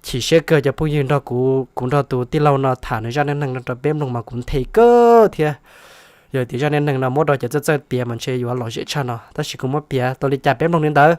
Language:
Hmong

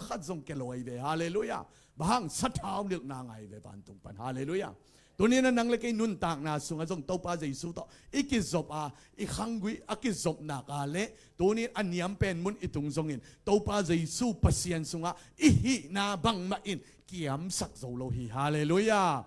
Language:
Tedim Chin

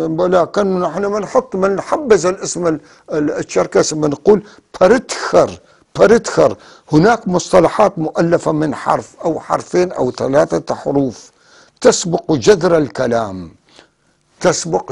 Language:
North Levantine Arabic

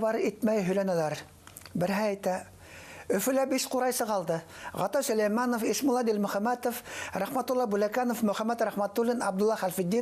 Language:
Bashkir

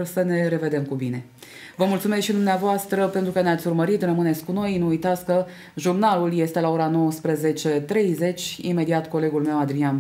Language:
Romanian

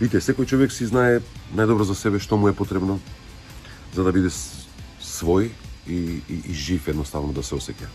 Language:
Macedonian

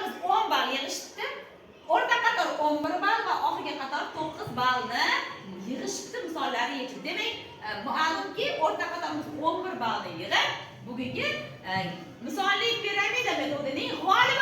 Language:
Uzbek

